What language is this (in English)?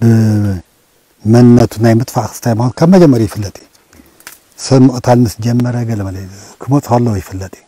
Tigrinya